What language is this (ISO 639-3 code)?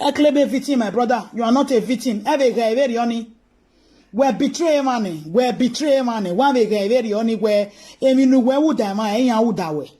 pcm